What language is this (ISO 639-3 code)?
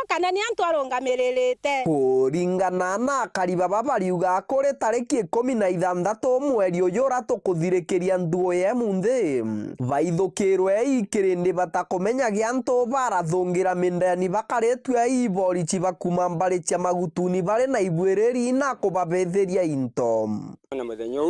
mer